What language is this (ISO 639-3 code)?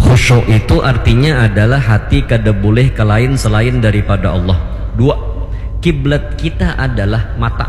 bjn